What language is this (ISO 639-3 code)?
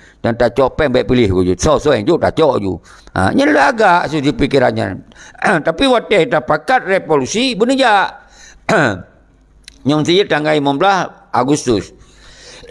ace